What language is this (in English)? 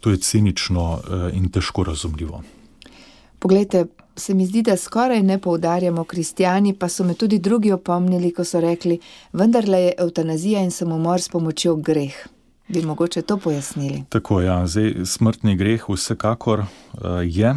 Slovenian